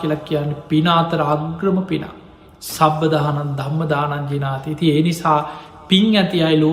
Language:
Sinhala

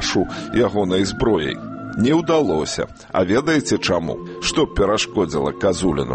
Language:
Belarusian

